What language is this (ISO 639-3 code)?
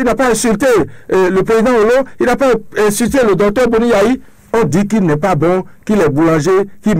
fra